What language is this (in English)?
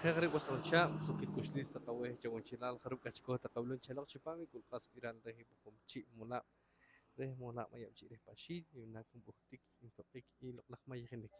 Poqomchi'